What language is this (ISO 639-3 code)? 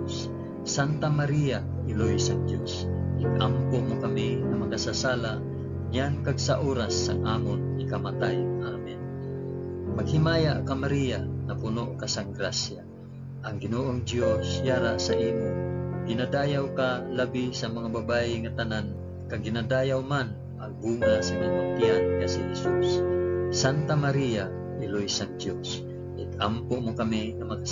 hil